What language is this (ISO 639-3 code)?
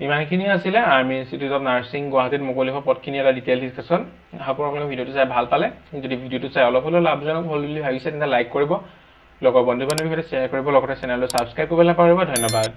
asm